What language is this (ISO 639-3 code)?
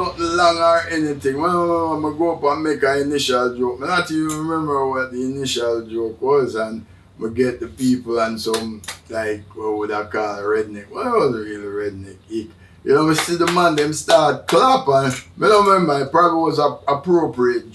jam